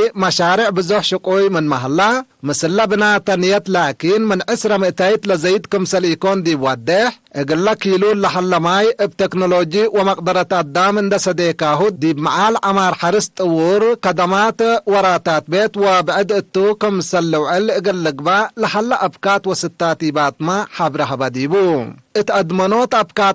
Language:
Tigre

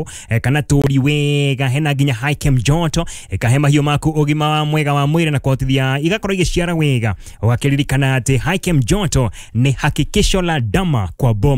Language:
Kikuyu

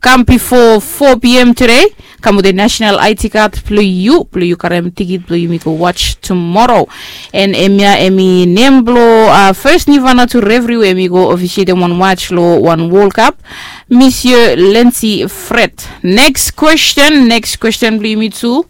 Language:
Bislama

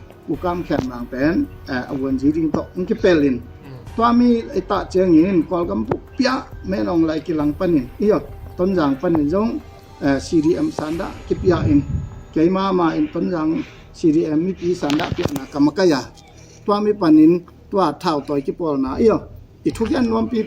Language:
Tedim Chin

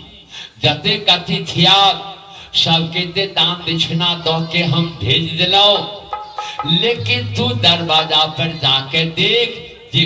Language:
Maithili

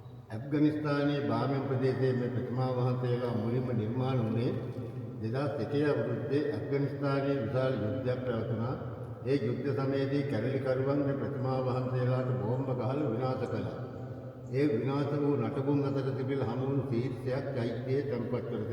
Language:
Sinhala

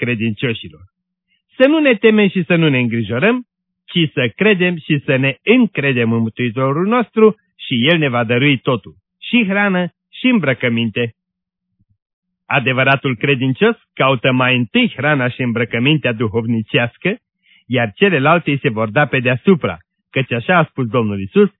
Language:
Romanian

